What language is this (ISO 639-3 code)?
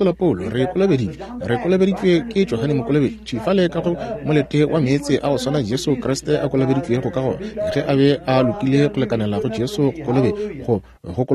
nso